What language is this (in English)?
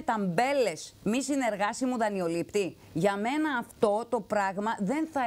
Greek